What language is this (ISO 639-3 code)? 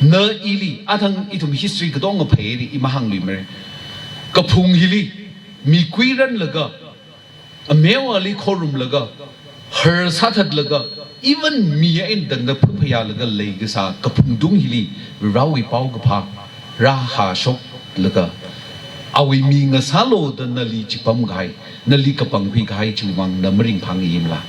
nmf